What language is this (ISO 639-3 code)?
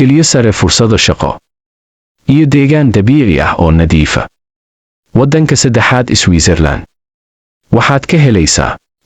som